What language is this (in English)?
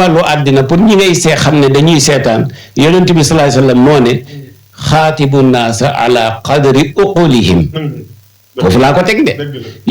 Wolof